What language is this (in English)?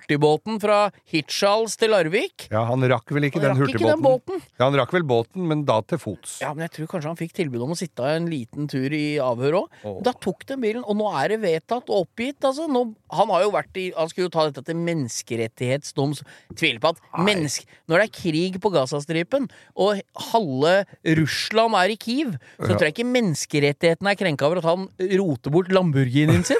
Norwegian